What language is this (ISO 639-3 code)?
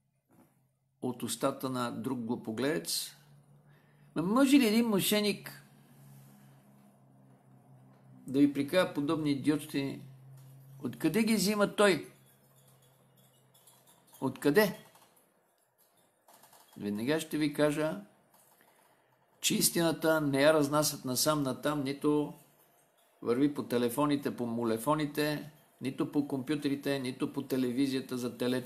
bul